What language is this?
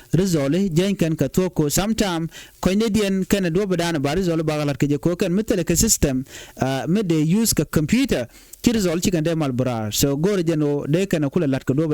Nuer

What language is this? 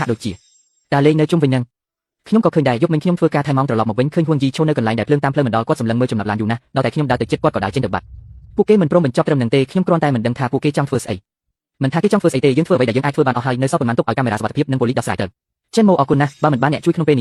Khmer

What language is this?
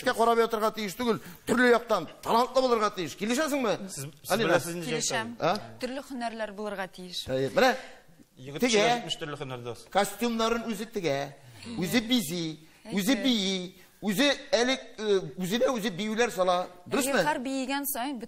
Tatar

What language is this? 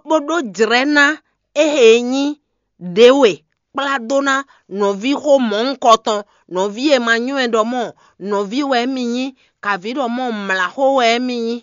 Fon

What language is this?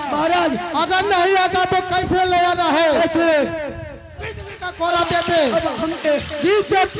Angika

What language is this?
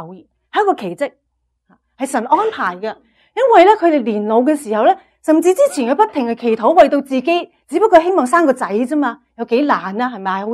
Cantonese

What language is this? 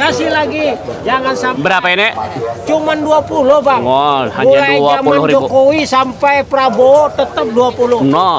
Banjar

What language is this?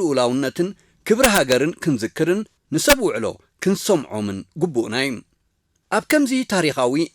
Tigrinya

